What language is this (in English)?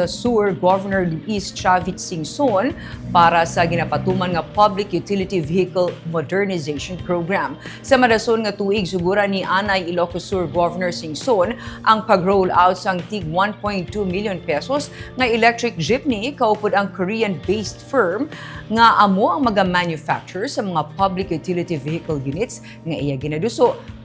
Hiligaynon